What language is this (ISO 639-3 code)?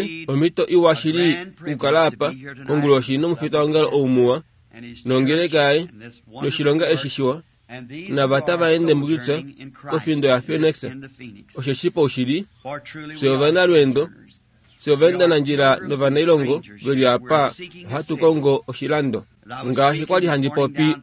kua